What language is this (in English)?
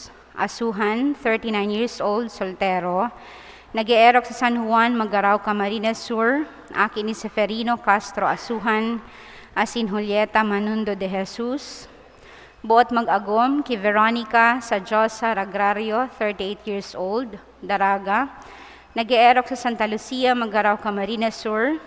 Bikol